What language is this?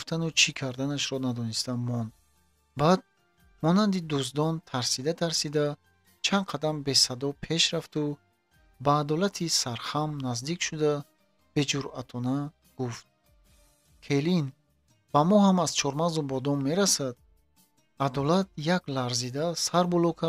Tajik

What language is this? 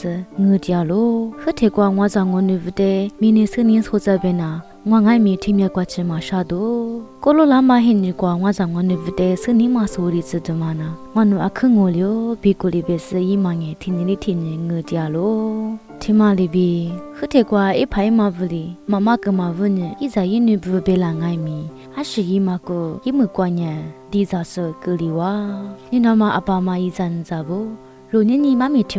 Lisu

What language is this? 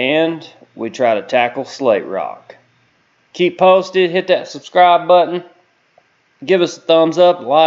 English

